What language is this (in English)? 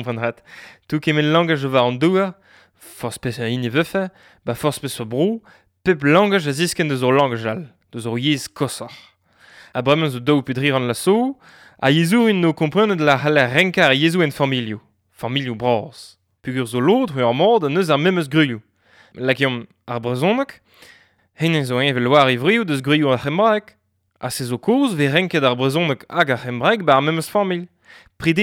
Breton